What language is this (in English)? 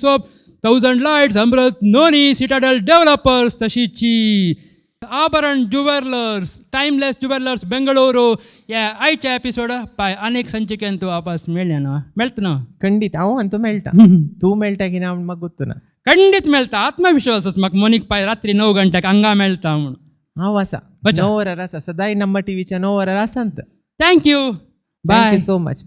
Konkani